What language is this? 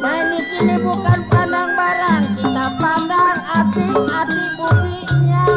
Betawi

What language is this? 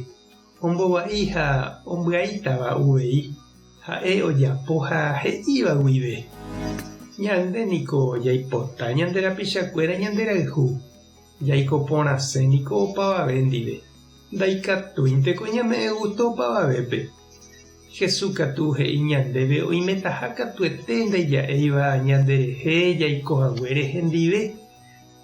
Guarani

